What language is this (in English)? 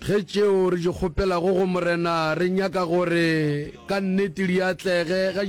Northern Sotho